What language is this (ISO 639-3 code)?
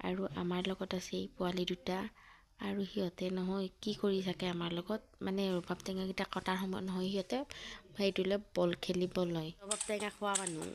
asm